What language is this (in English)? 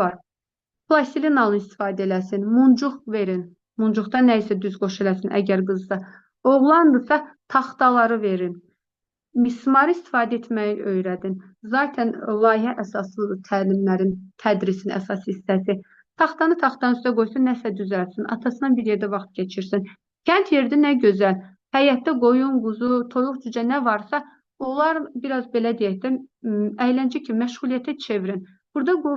Azerbaijani